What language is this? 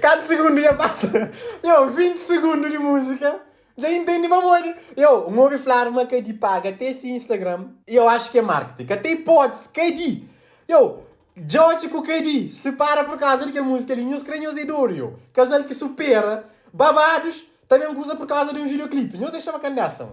Kabuverdianu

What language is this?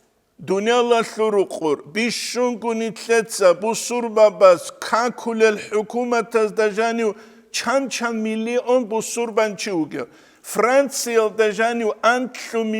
Avaric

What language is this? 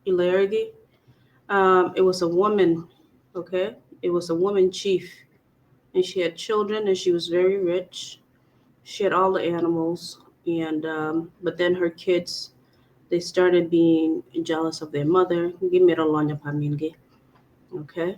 Acoli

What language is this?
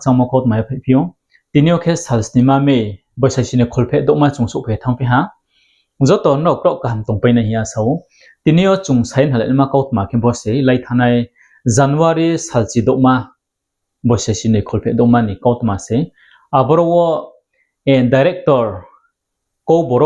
Riang (India)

